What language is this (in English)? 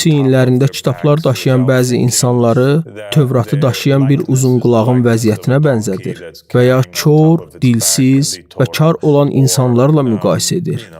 Azerbaijani